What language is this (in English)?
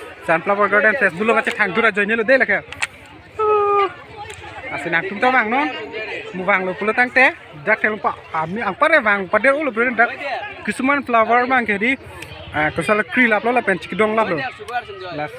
Karbi